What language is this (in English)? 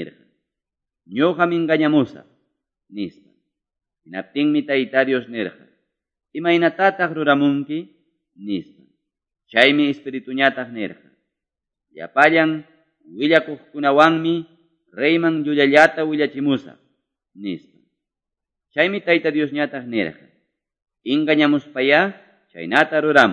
Quechua